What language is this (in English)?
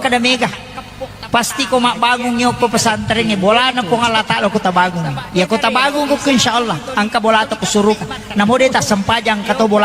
Buginese